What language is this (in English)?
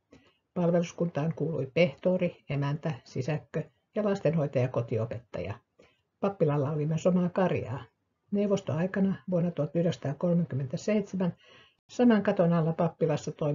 Finnish